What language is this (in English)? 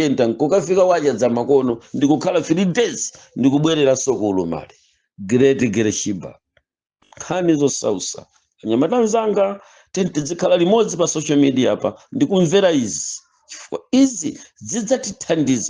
Nyanja